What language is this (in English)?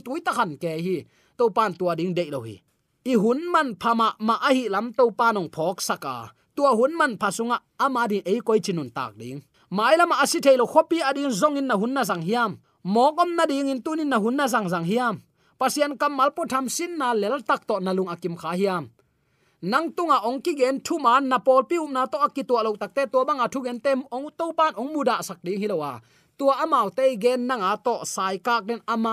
Tedim Chin